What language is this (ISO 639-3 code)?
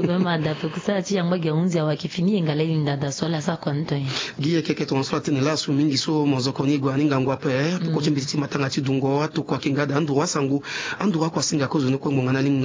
sag